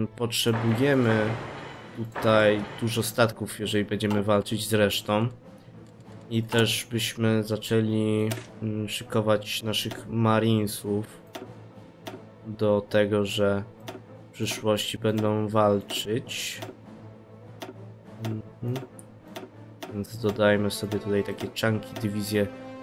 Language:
Polish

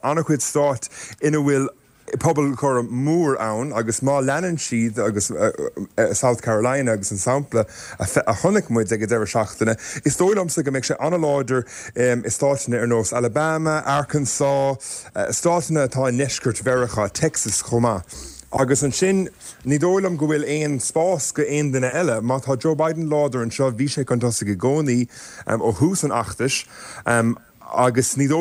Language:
Irish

